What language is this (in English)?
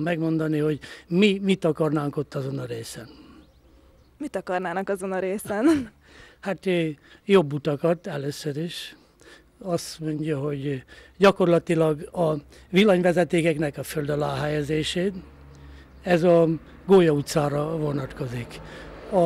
Hungarian